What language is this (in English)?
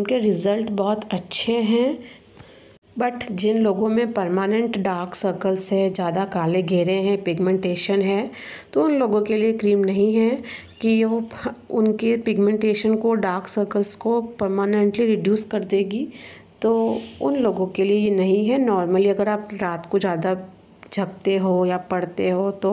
Hindi